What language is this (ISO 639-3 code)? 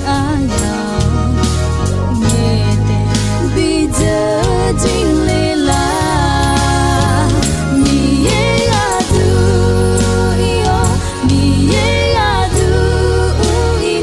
ahk